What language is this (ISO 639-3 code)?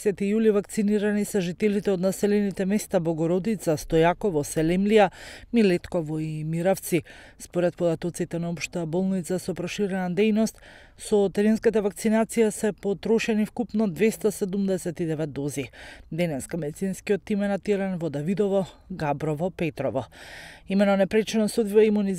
mkd